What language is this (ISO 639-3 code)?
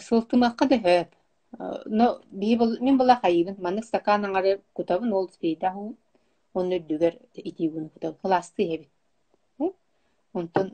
sah